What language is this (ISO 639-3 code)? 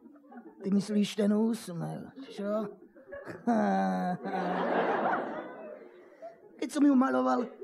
slk